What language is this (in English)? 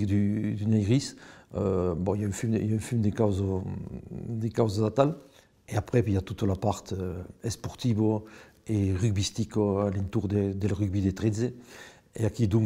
Occitan